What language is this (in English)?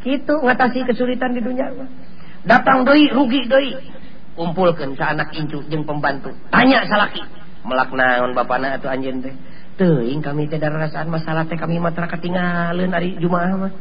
Sundanese